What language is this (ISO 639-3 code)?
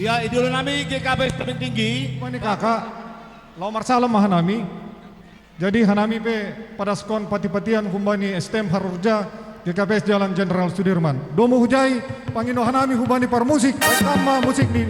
bts